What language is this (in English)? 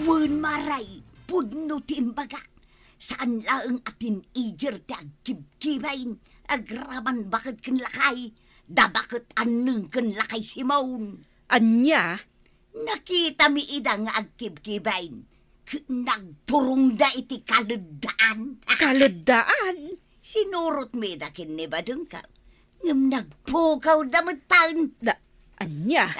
Iloko